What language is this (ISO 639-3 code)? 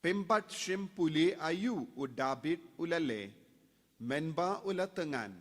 kha